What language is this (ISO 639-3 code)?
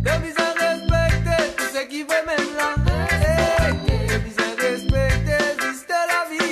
mfe